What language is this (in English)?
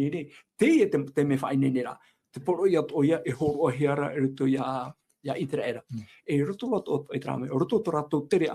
Tahitian